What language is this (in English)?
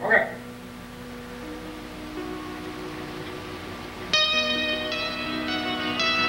Burmese